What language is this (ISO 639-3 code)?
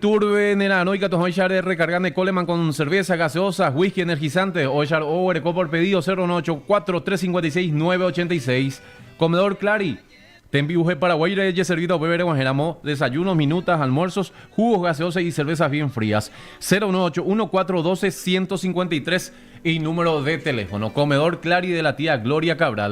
grn